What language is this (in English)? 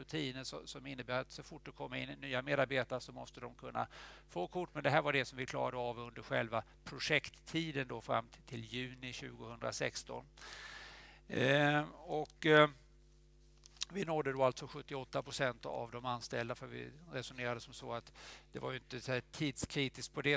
Swedish